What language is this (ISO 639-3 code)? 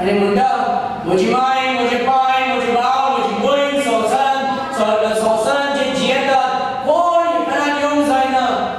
kok